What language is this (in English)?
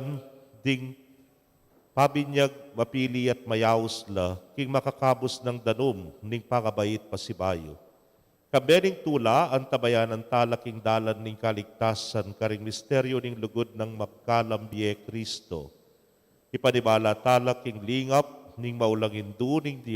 Pampanga